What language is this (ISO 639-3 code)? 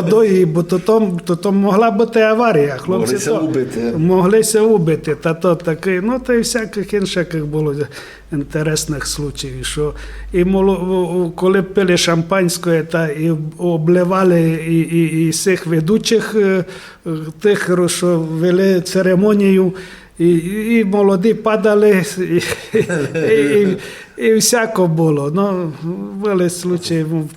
rue